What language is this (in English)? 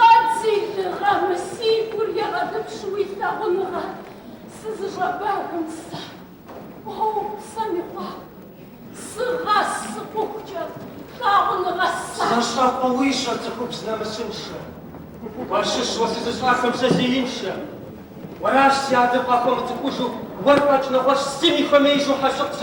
Kabardian